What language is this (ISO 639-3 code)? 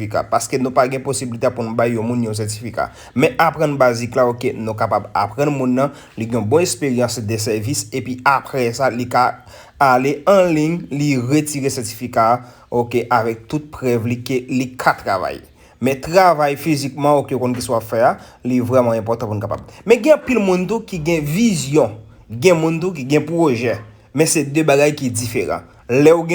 hat